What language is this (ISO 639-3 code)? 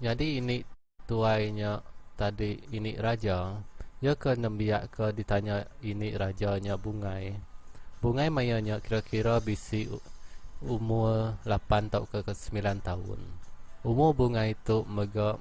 iba